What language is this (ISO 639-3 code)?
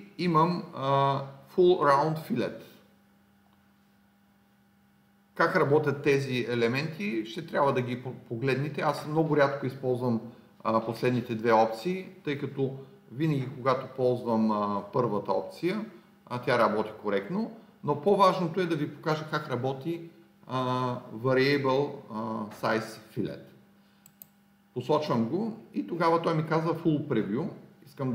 bul